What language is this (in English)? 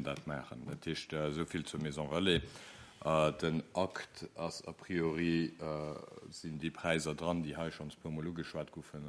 Luxembourgish